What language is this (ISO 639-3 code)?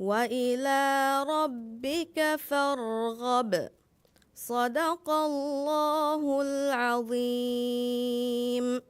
div